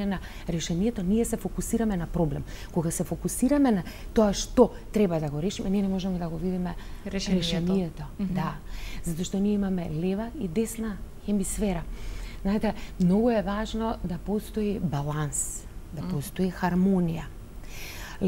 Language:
Macedonian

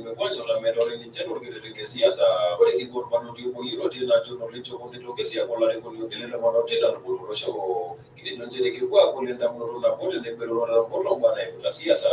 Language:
Masai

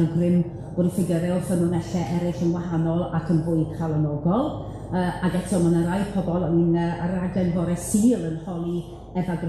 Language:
Welsh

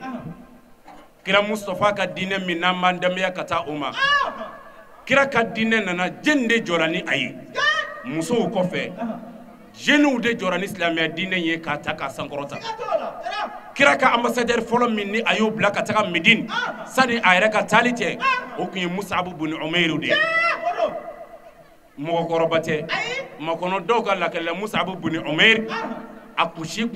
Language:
Bambara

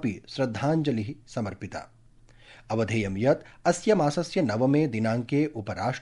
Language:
Sanskrit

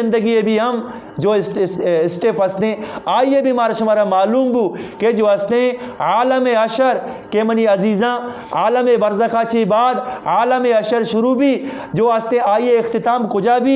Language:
Eastern Balochi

